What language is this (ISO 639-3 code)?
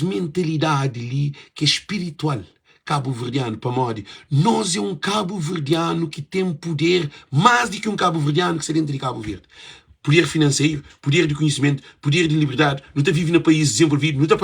kea